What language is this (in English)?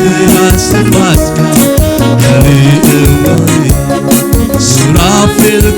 Tigrinya